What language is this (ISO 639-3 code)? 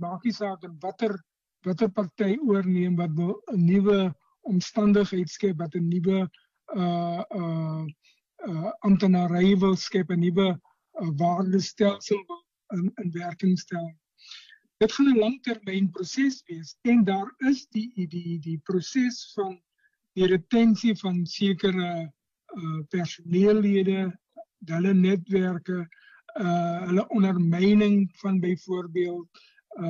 afr